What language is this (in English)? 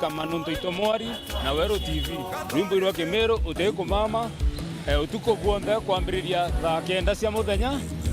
Meru